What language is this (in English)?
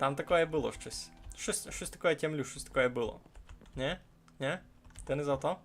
Rusyn